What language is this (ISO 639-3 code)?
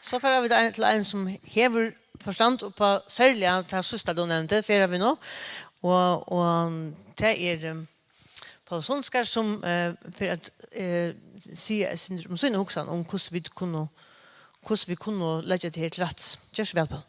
fao